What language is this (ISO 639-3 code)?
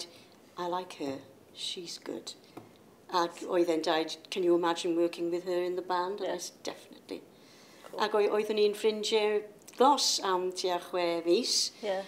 cym